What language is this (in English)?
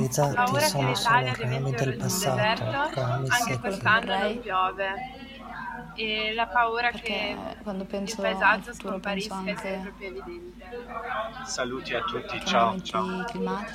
Italian